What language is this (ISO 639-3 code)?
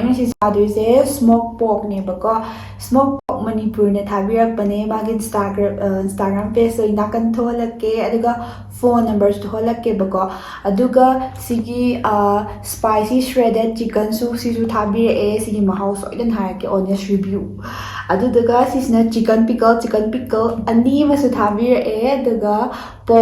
mni